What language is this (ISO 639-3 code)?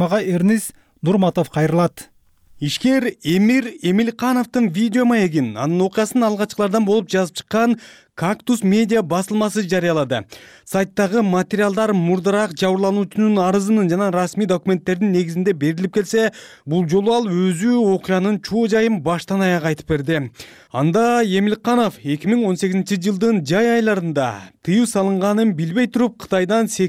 kir